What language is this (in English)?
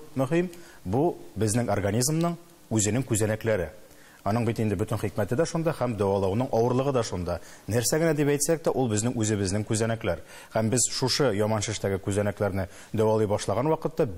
Tatar